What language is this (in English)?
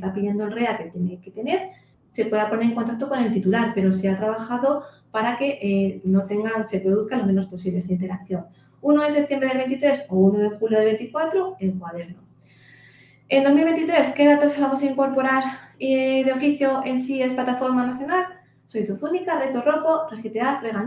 Spanish